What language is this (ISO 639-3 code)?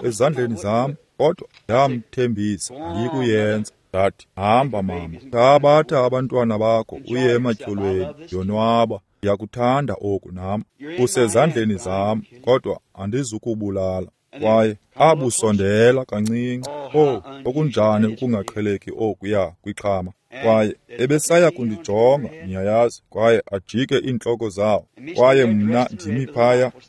xho